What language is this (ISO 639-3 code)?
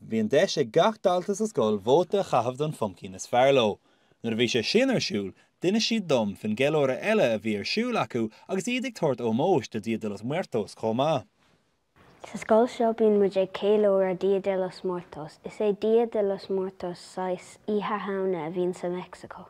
gle